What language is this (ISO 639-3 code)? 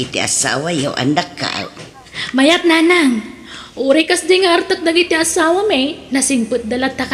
ilo